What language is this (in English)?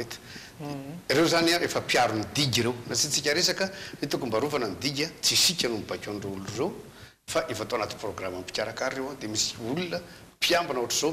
Malagasy